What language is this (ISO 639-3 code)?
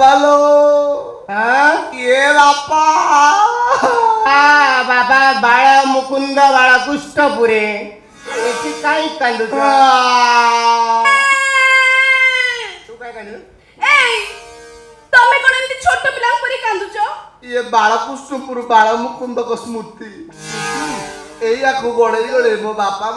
ori